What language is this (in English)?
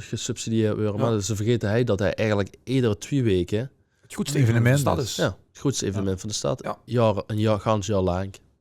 Limburgish